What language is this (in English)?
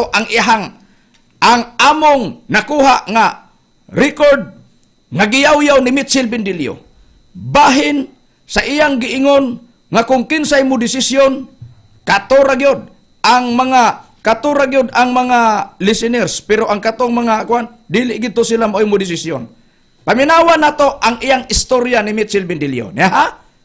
Cebuano